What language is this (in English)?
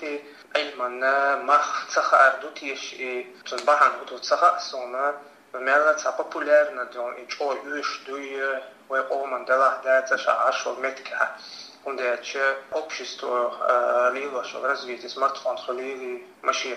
Chechen